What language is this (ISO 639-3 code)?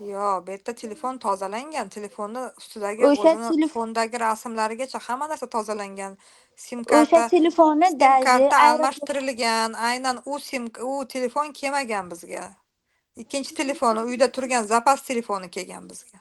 uzb